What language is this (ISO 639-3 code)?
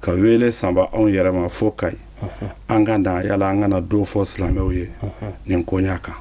bam